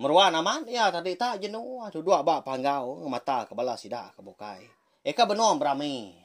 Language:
Iban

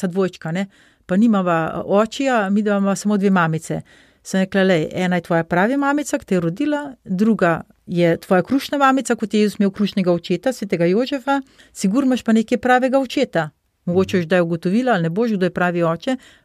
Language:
Slovenian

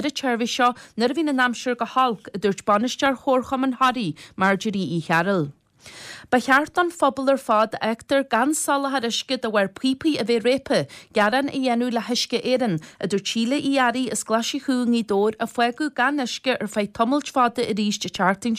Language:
Irish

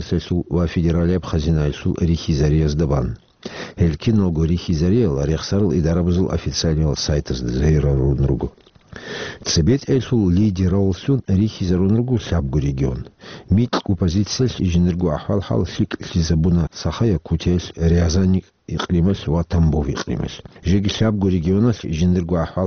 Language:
Avaric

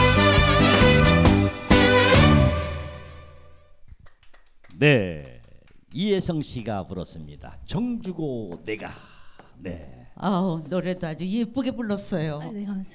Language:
Korean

